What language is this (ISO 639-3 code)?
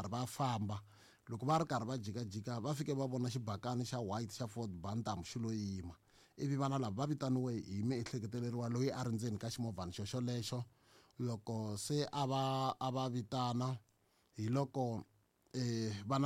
tso